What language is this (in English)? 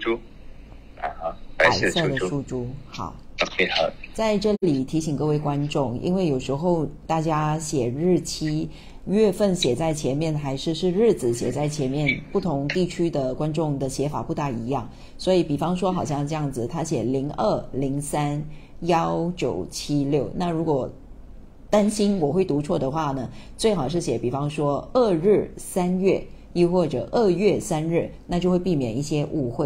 Chinese